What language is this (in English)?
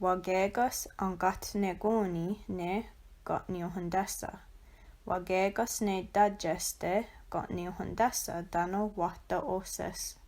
Mohawk